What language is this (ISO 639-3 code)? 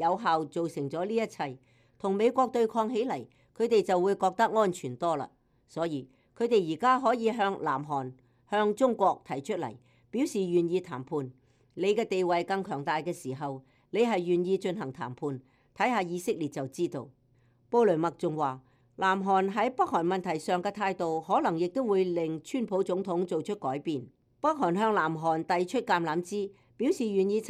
yue